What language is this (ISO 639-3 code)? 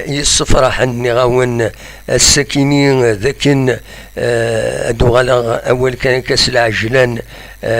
kab